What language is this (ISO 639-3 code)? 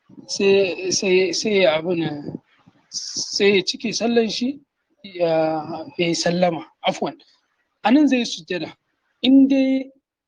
hau